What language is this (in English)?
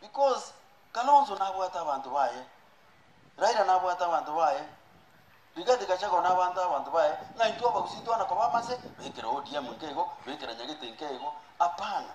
Gusii